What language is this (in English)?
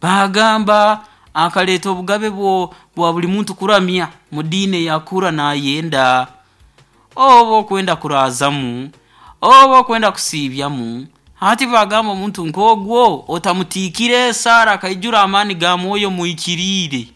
Nyoro